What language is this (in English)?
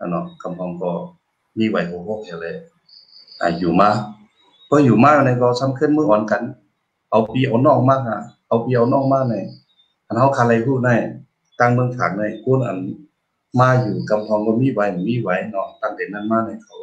Shan